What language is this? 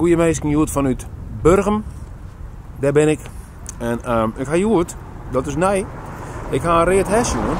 Western Frisian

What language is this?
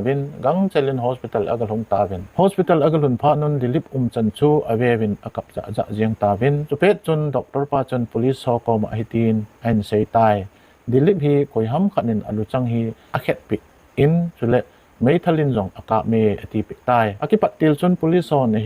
Thado Chin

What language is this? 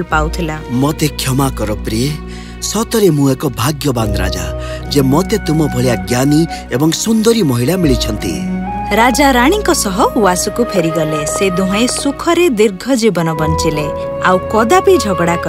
Odia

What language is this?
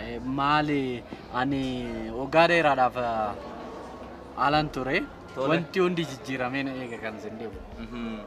Oromo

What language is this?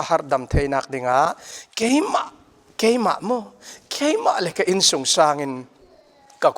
Falam Chin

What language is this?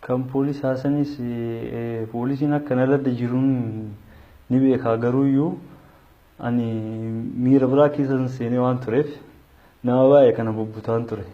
Oromo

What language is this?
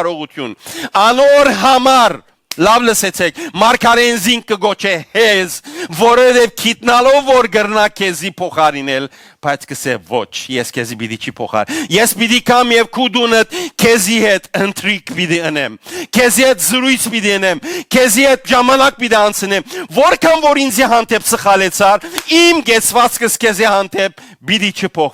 Western Armenian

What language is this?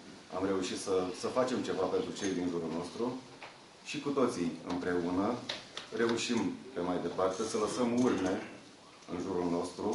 Romanian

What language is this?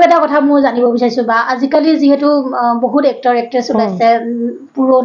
Assamese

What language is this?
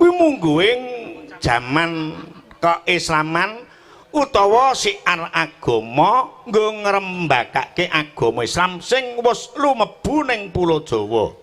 Javanese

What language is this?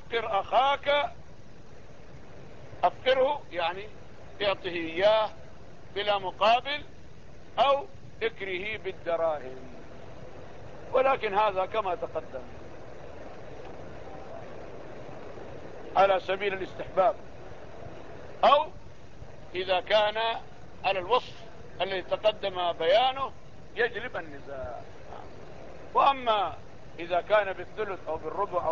Arabic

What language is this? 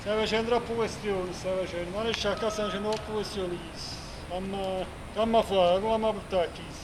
Neapolitan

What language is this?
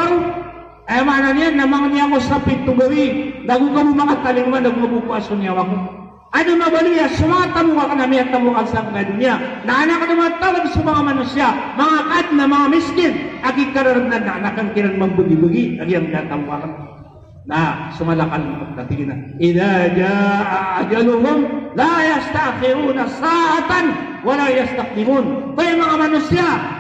Maranao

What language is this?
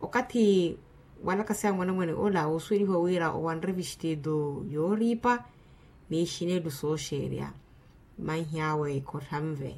Makhuwa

